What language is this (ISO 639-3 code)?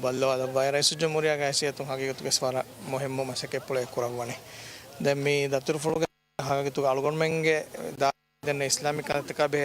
div